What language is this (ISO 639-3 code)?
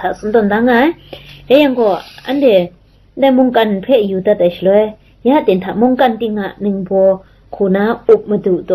kac